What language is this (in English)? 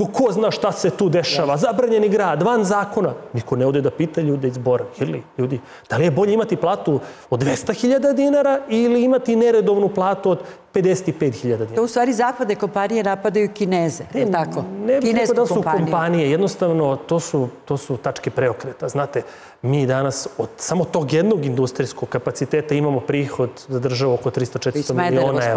Serbian